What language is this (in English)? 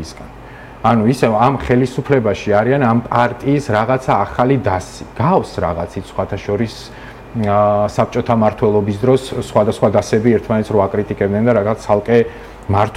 Georgian